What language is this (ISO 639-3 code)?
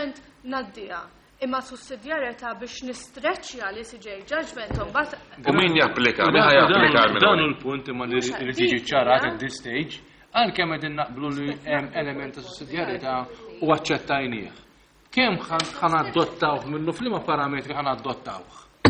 mlt